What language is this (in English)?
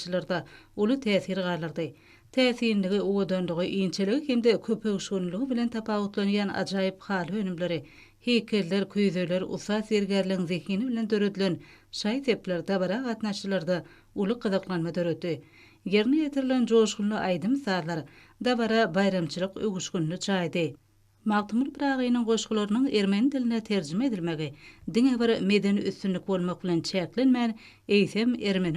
Turkmen